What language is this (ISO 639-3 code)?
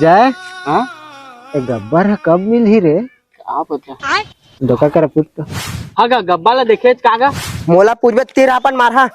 hne